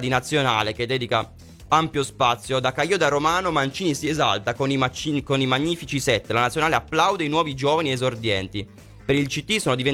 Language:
Italian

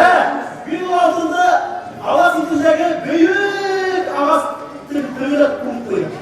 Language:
Bashkir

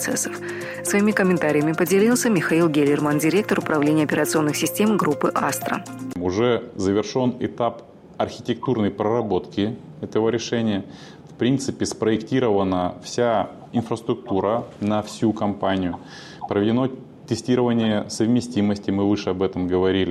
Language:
Russian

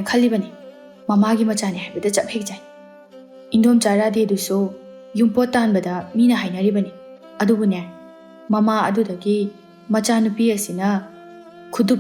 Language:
Manipuri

